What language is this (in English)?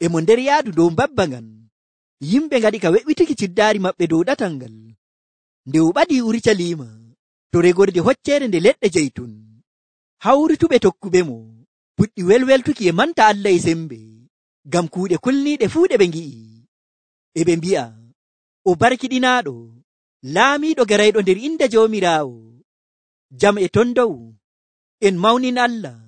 Nigerian Fulfulde